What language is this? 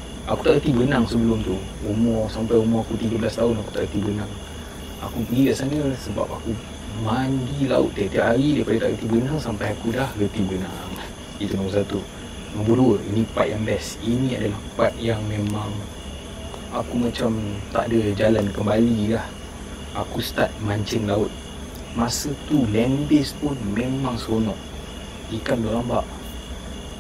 Malay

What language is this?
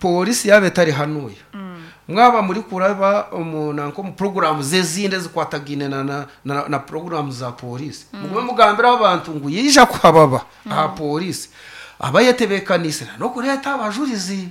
Nyankole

